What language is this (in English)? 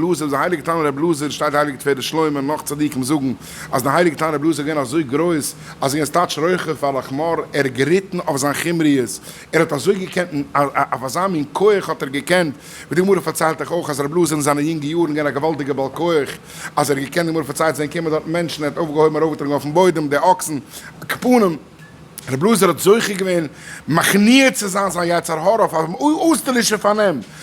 Yiddish